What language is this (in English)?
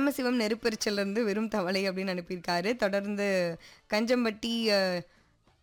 Tamil